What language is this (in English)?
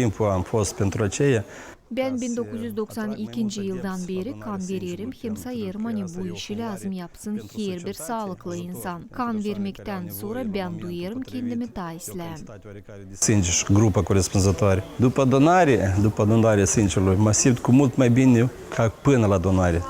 Gagauz